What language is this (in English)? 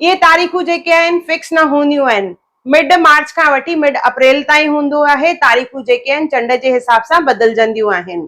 Sindhi